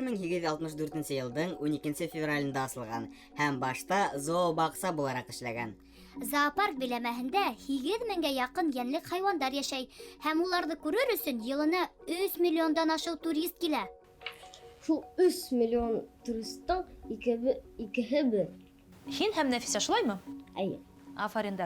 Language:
Bashkir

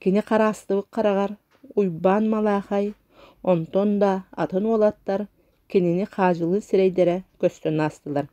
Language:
Yakut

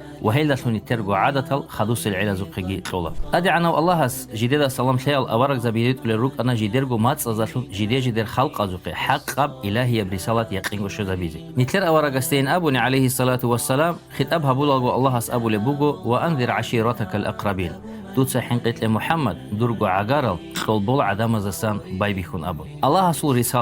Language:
Avaric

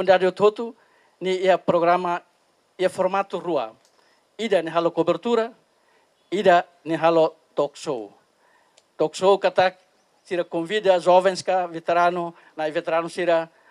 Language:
Tetum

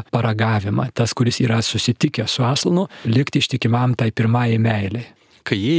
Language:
Lithuanian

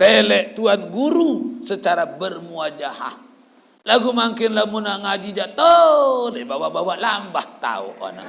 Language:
Sasak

